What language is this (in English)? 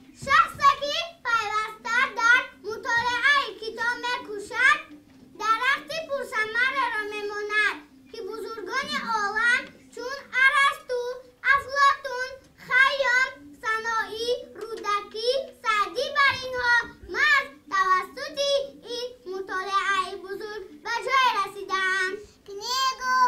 Tajik